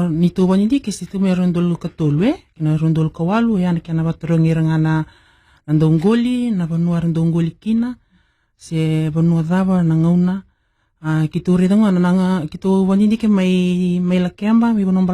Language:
Fijian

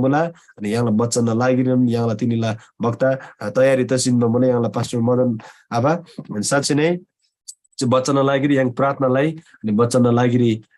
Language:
Eastern Tamang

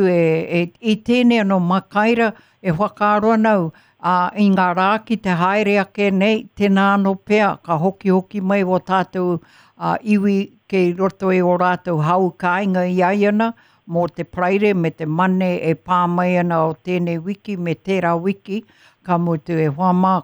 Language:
Māori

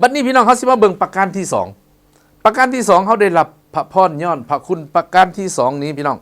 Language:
Lao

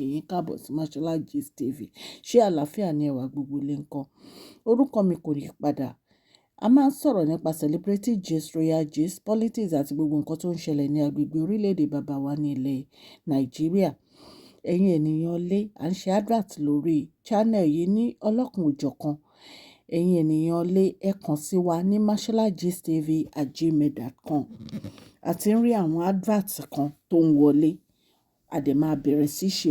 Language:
Yoruba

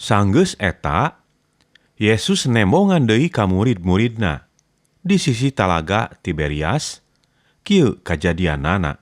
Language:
Sundanese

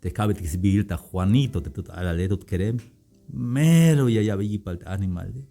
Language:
Tzeltal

